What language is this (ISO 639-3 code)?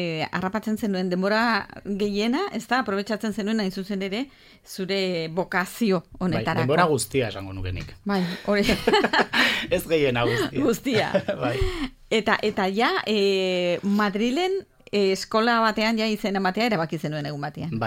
eus